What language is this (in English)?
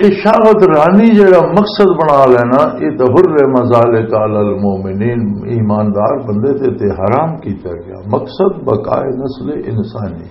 Western Panjabi